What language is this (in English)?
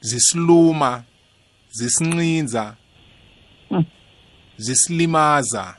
South Ndebele